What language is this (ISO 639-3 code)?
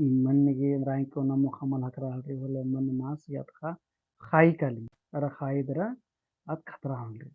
kru